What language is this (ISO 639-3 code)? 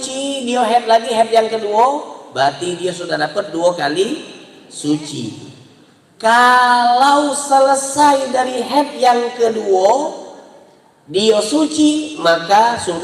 mui